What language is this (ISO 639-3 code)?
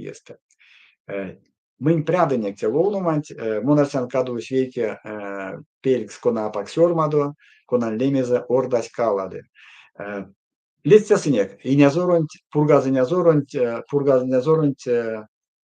myv